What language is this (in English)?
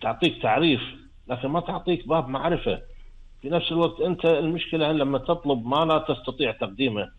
Gulf Arabic